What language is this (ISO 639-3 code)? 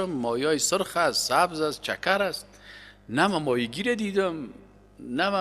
fas